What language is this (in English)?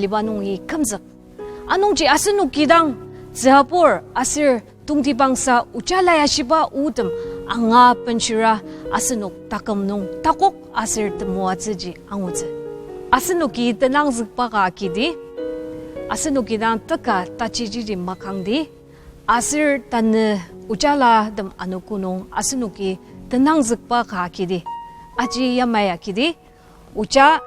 Ao Naga